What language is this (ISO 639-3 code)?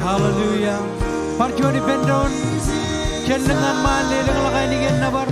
mah